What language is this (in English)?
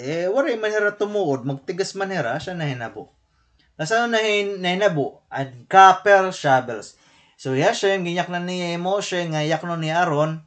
Waray